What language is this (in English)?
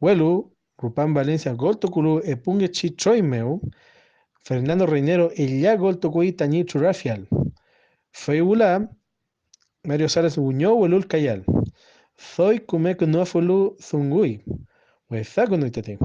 Mapuche